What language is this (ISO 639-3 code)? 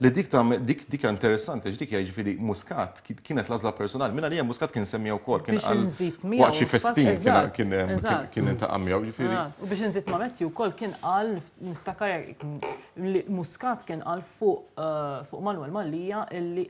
mlt